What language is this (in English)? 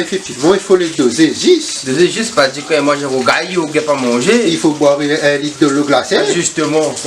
Réunion Creole French